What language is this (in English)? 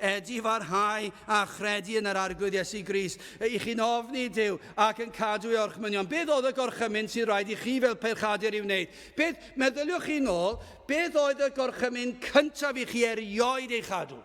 Welsh